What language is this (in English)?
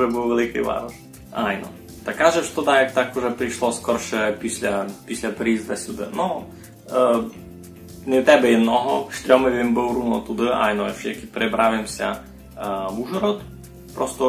Rusyn